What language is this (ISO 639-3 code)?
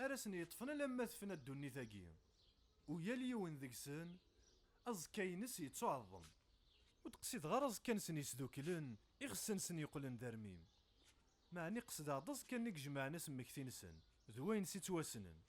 kab